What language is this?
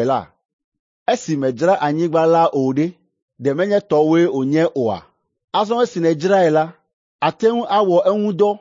Ewe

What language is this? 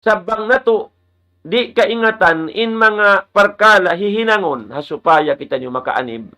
Tausug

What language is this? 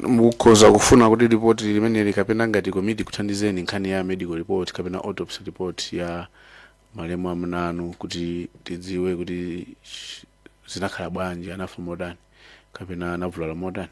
Nyanja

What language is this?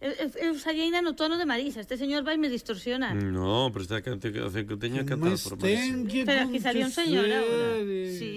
Galician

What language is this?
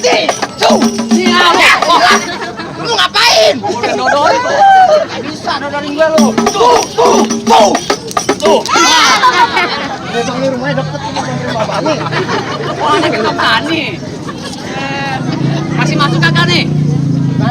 Betawi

